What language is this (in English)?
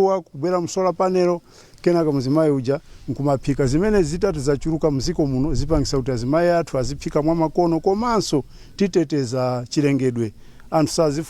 Nyanja